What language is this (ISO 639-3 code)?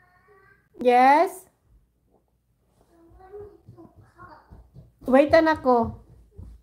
fil